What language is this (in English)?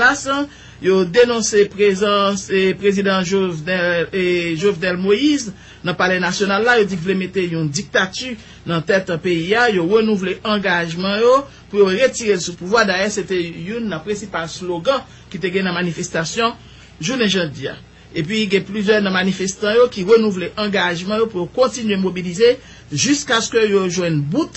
Haitian Creole